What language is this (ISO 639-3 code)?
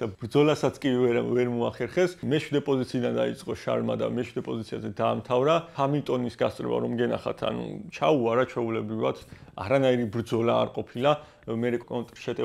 kat